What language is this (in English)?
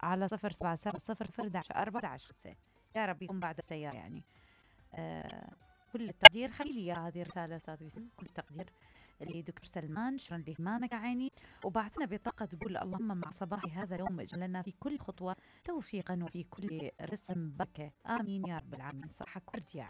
Mesopotamian Arabic